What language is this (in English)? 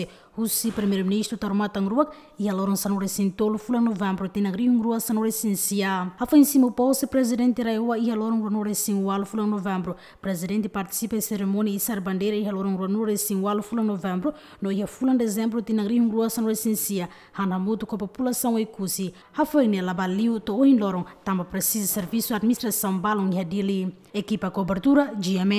Tetum